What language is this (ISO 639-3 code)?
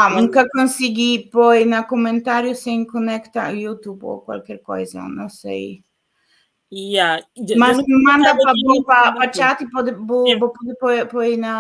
kea